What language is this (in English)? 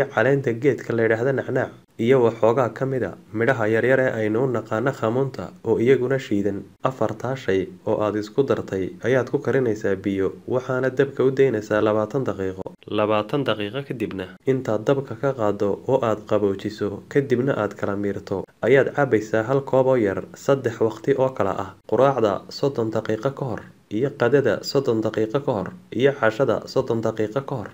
Somali